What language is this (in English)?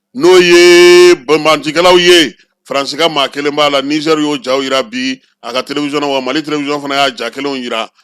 Bambara